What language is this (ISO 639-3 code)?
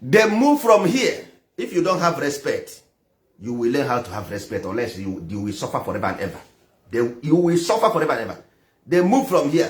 ibo